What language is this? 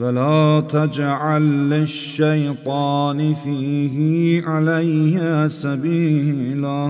Azerbaijani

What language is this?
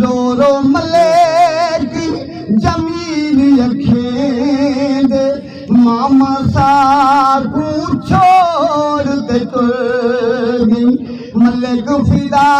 Saraiki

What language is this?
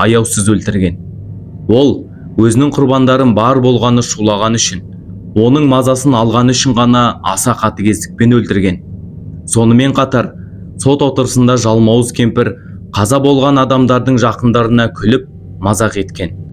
Kazakh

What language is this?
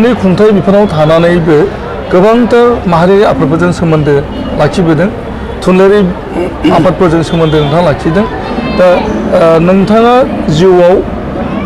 Bodo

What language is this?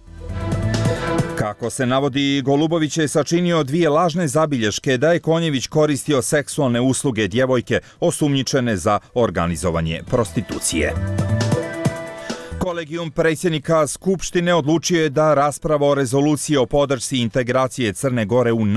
Serbian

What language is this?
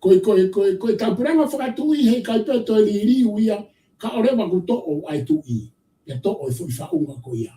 Tongan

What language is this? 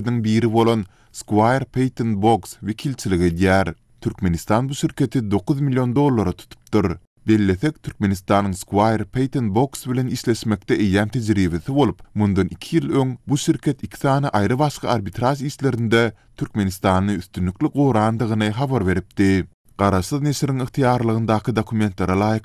Turkmen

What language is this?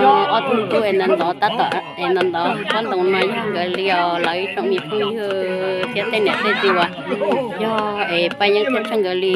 Hmong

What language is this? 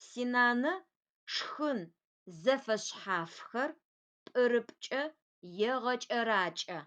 Adyghe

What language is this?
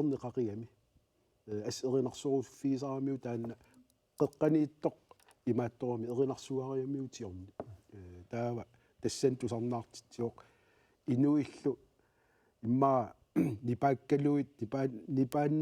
Kalaallisut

